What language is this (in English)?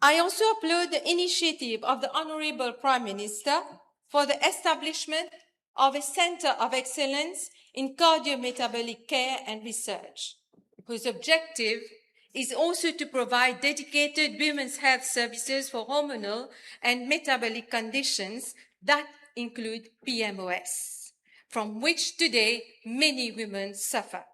Morisyen